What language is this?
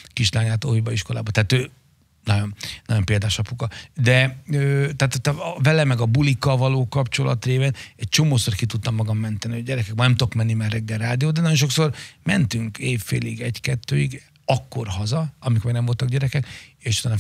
Hungarian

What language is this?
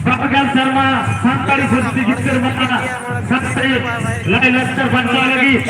Santali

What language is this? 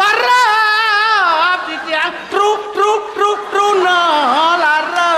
Balinese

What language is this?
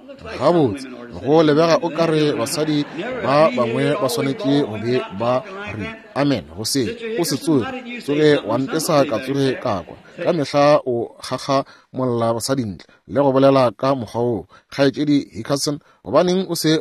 Northern Sotho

